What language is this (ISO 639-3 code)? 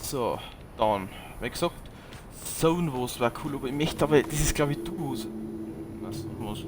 bar